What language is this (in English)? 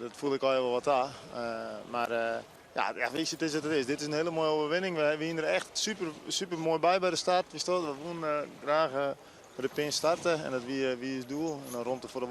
Western Frisian